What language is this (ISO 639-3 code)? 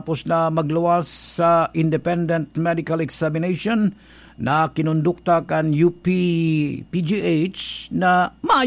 bik